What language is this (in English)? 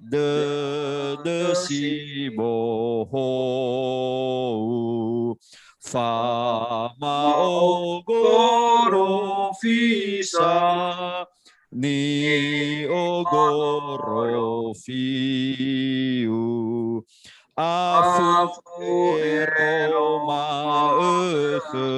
Nias